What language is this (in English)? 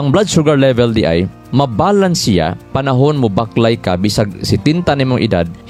Cebuano